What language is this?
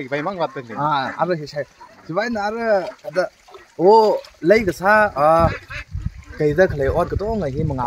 Tangkhul Naga (India)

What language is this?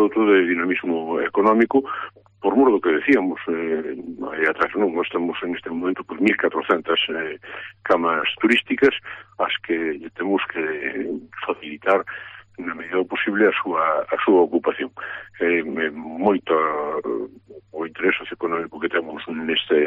Galician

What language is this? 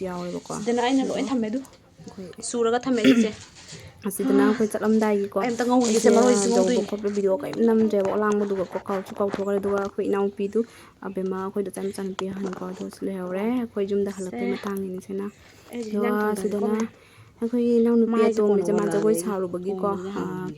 Manipuri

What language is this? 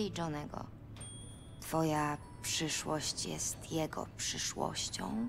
Polish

